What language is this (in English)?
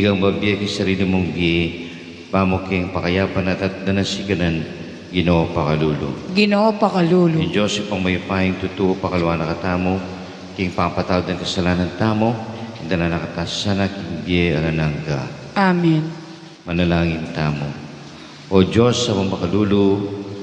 Pampanga